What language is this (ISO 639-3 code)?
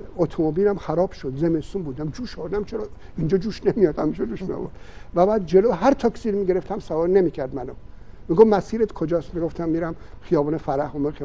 fas